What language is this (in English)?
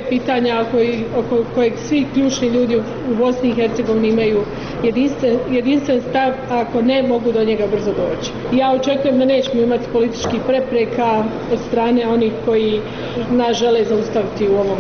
Bosnian